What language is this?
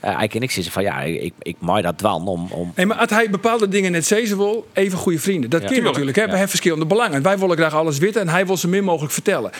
Western Frisian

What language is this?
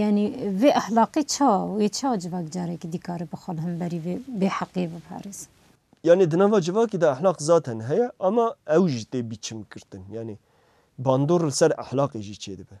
Kurdish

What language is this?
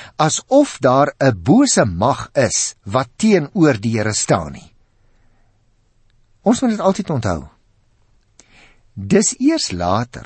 Afrikaans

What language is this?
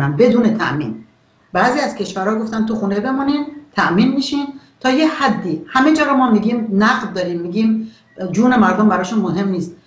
Persian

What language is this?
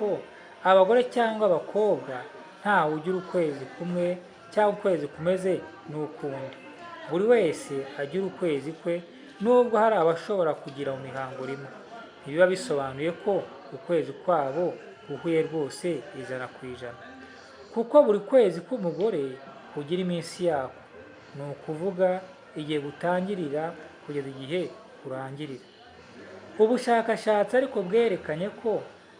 Kinyarwanda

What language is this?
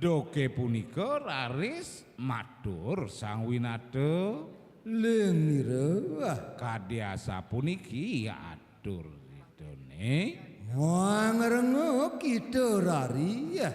Balinese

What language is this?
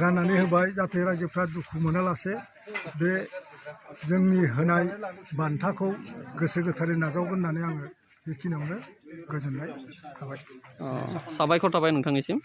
Bodo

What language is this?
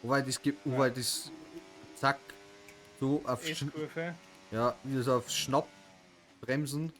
Bavarian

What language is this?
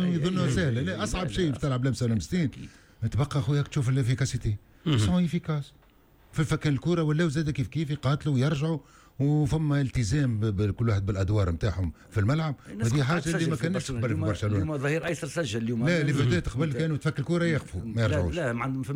Tunisian Arabic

